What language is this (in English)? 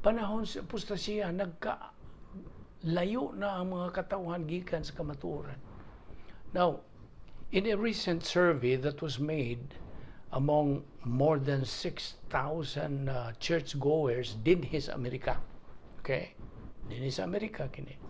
Cebuano